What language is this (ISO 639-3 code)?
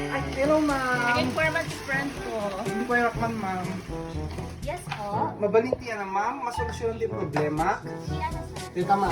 ilo